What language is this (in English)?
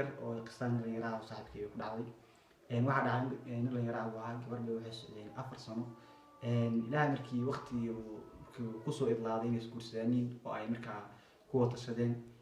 Somali